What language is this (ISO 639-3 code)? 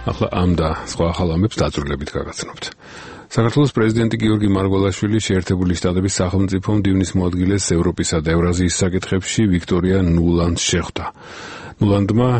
kat